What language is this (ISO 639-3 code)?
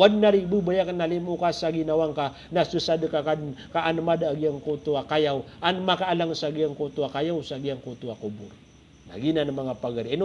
mrw